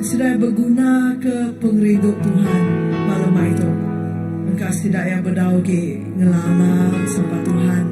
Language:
Iban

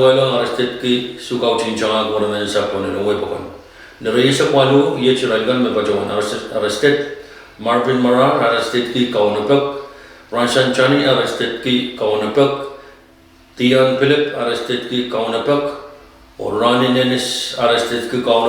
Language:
Pohnpeian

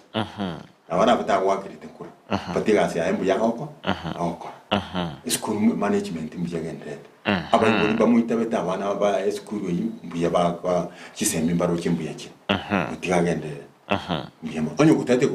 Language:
Gusii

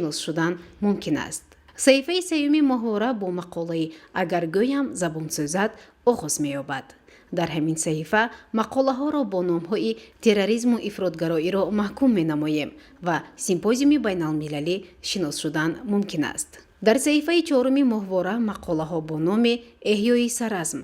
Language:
Tajik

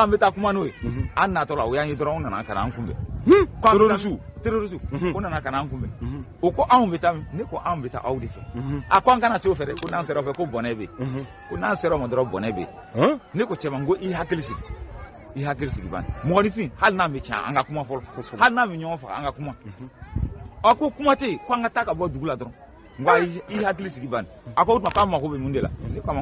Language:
Bambara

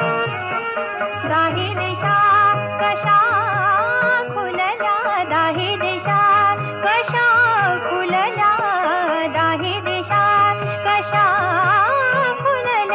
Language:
Marathi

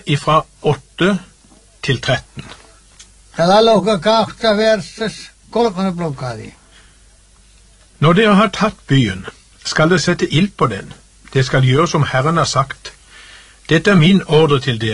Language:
Norwegian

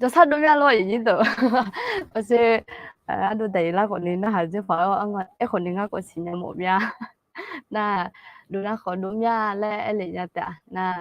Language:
Akha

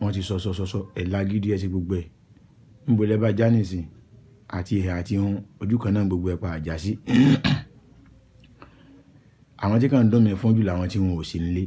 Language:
Yoruba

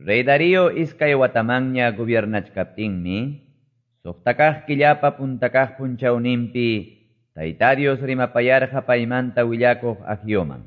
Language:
Quechua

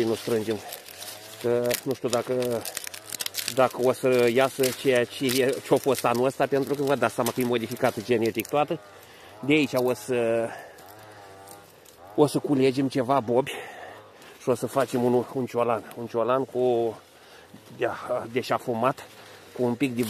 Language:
Romanian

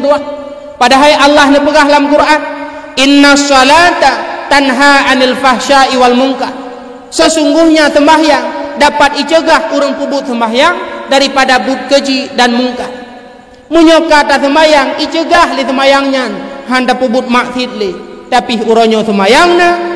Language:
Achinese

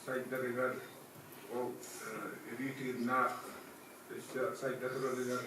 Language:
Yakut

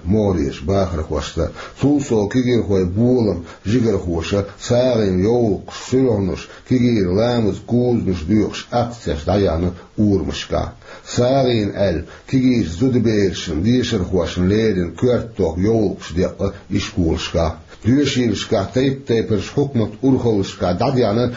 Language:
Chechen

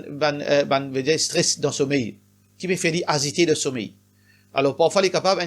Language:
Morisyen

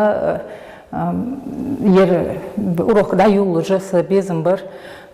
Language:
Ingush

